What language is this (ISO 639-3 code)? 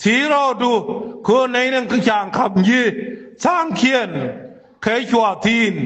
nus